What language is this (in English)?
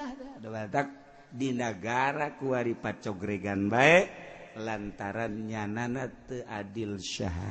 Sundanese